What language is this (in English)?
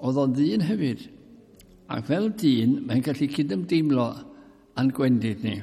Welsh